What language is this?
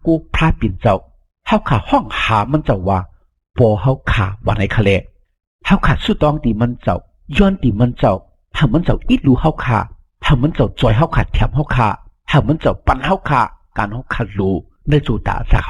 Shan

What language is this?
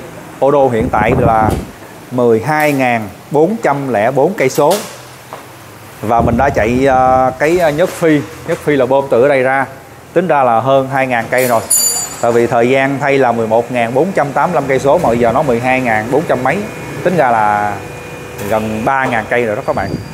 Vietnamese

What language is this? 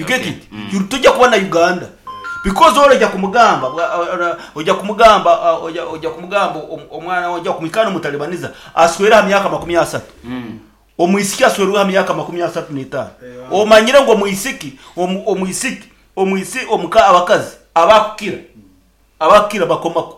Nyankole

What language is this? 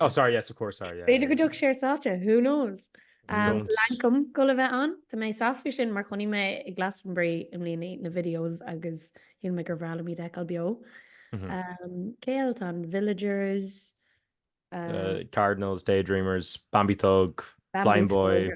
Irish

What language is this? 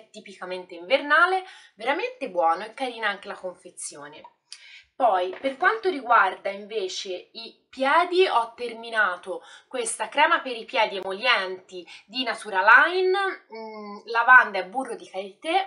Italian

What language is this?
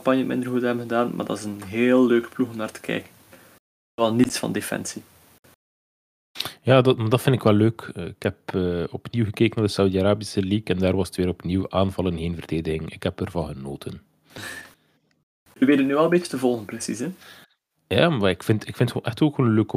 Dutch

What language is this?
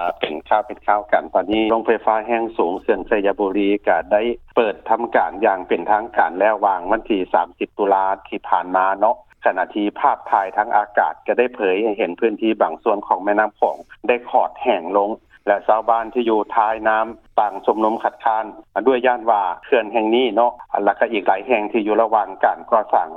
Lao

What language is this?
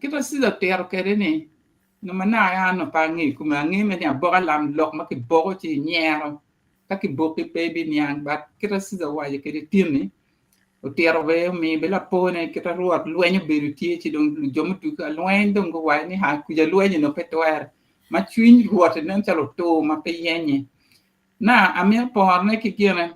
Acoli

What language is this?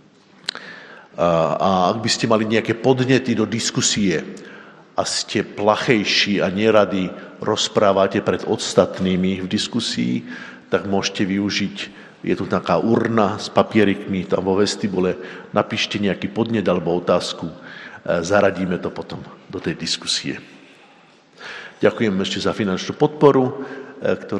Slovak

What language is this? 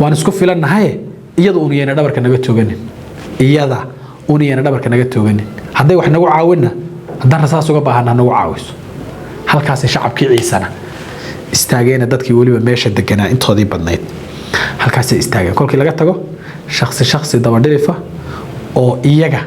Somali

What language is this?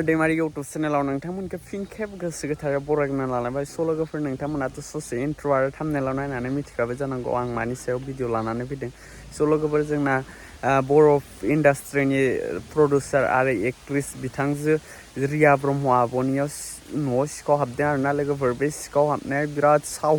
Bodo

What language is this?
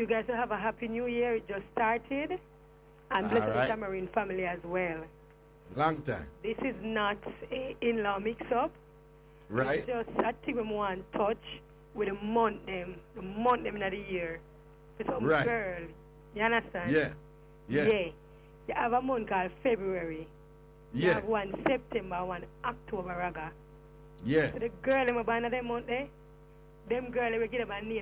Jamaican Creole English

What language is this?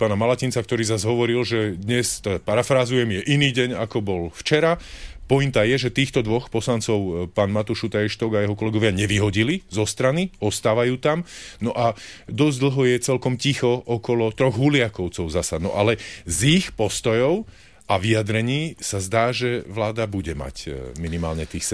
Slovak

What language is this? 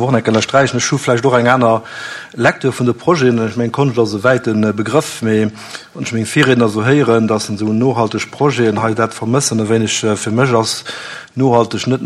Luxembourgish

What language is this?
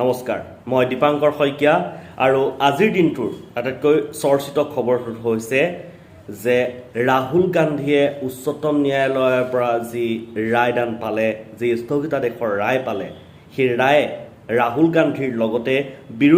Assamese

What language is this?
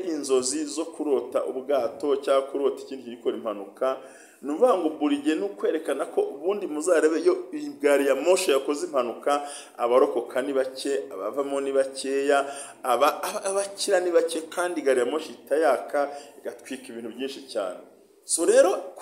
Kinyarwanda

